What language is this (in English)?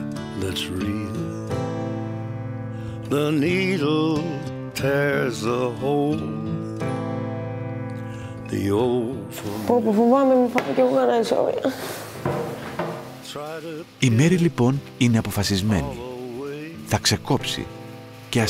Greek